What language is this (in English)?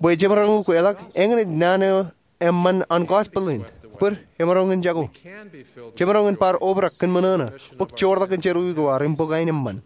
Marshallese